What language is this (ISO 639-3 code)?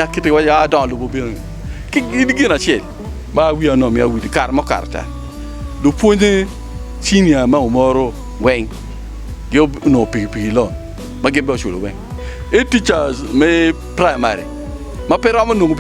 ach